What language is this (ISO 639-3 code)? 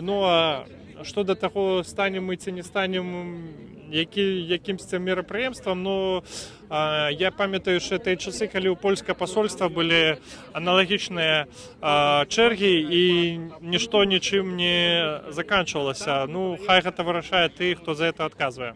bel